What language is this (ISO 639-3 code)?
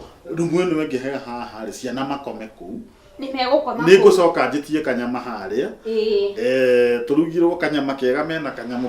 kik